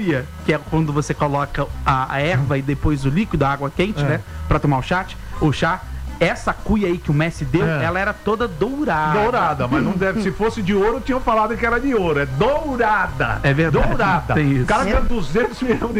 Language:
Portuguese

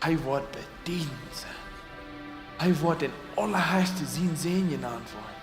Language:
Plautdietsch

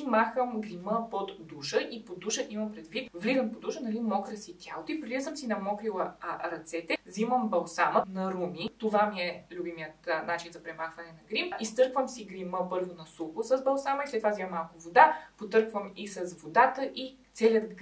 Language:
Bulgarian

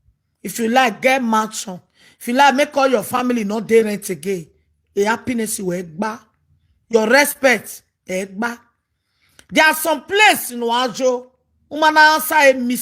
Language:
Nigerian Pidgin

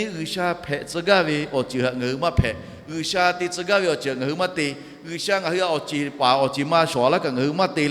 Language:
Lahu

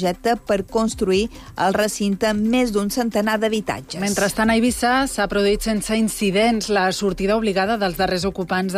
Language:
Catalan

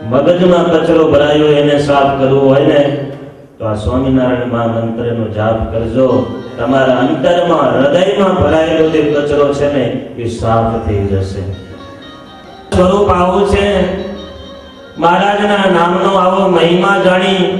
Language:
Gujarati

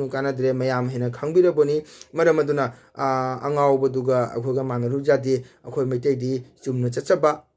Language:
Manipuri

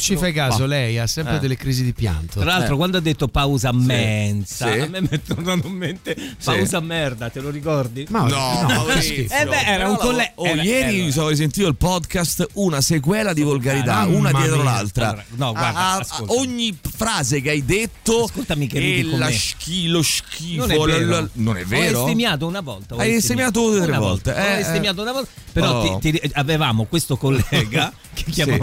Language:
Italian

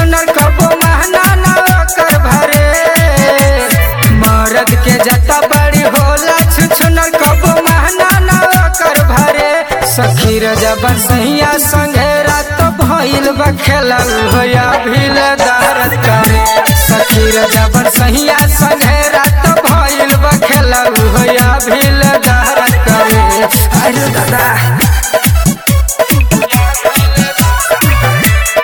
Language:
Bhojpuri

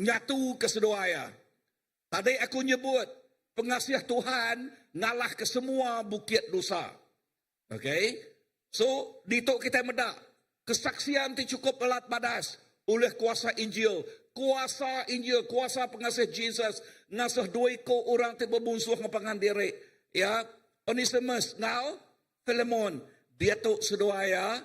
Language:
Iban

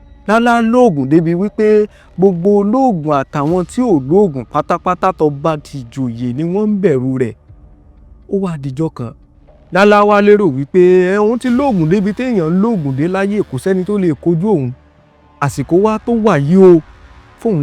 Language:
Yoruba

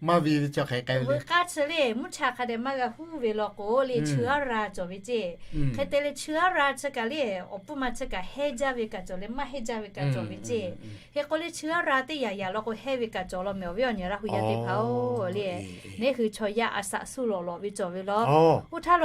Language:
Lahu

